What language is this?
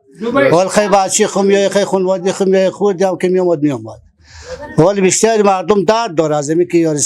Persian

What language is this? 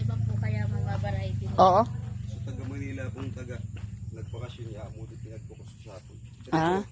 Rinconada Bikol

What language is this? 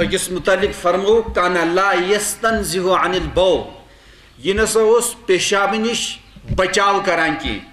Kashmiri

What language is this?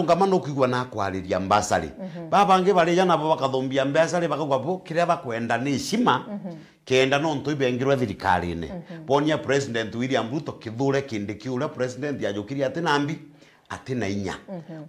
Meru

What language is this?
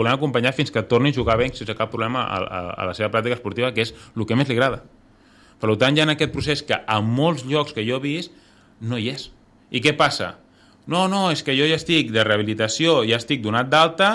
Catalan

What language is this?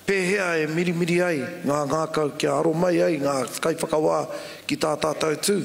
Māori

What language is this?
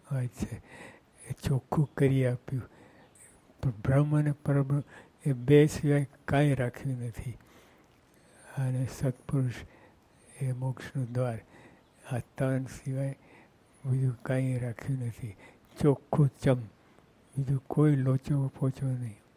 Gujarati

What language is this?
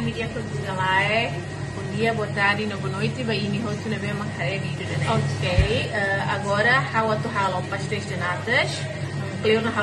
Tetum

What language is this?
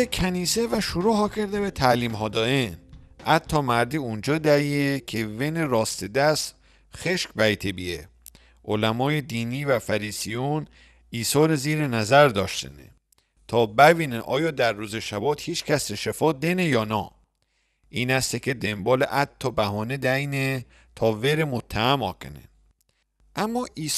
Mazanderani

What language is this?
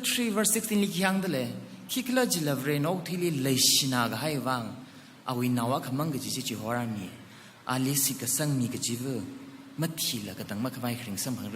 Tangkhul Naga (India)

